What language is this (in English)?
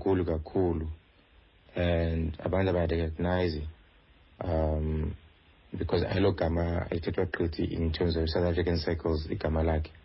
Xhosa